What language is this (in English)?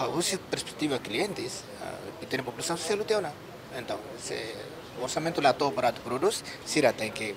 Tetum